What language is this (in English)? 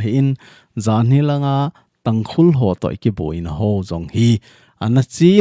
Thado Chin